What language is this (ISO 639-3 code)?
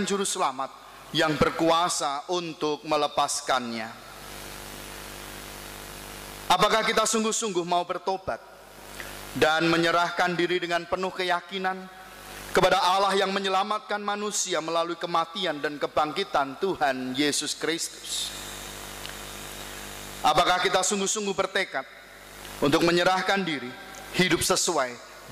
ind